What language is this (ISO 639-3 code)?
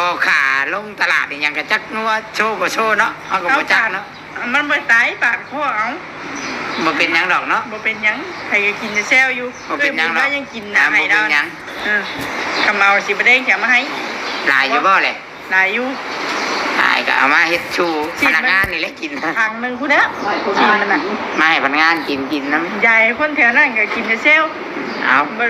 tts